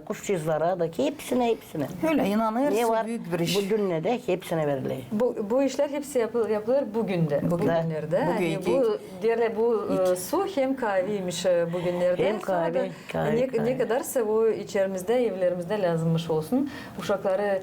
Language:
Gagauz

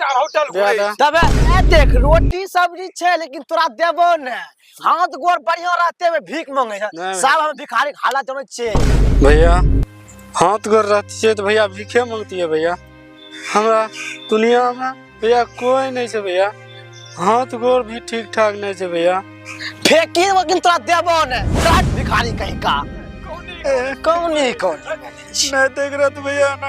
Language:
Angika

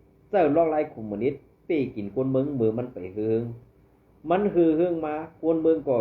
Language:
Shan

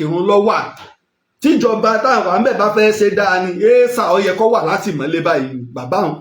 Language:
Yoruba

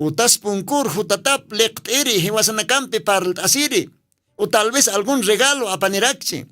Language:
Aymara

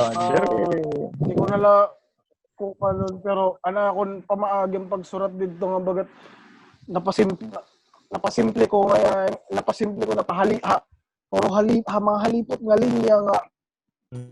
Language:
Waray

